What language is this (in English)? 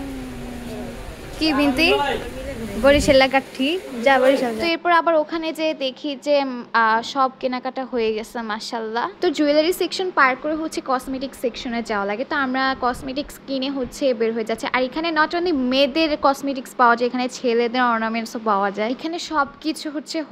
Bangla